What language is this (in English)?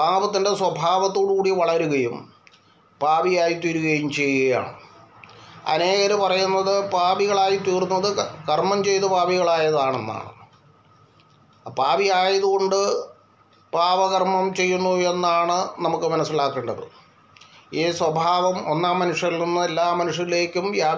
Malayalam